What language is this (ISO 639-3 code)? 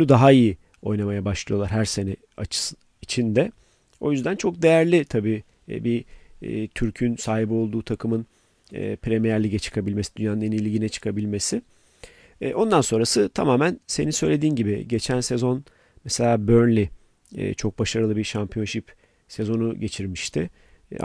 tur